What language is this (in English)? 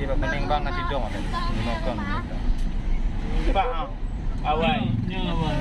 Achinese